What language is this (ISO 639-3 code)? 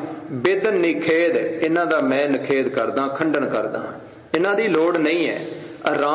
pan